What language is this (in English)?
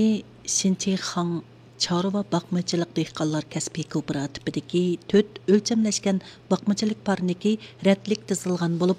Uyghur